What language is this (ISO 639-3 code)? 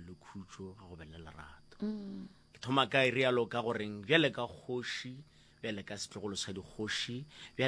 nso